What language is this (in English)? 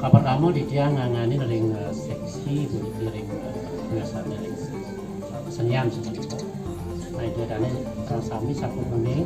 Balinese